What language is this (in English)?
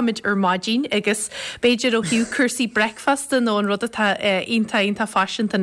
Irish